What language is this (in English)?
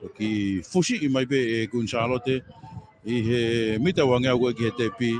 Tongan